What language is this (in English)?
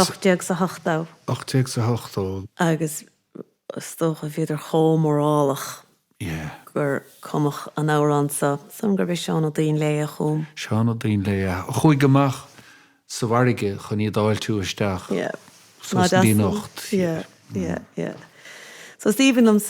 Irish